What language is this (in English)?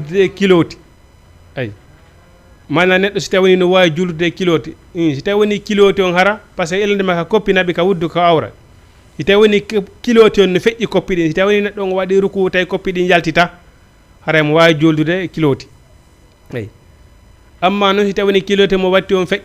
Fula